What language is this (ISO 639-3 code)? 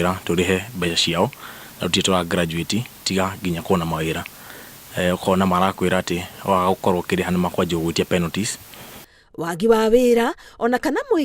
kik